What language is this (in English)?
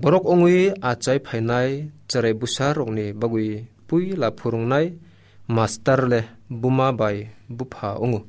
Kok Borok